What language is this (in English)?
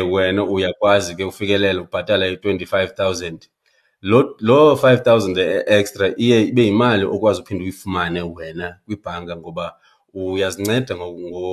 Xhosa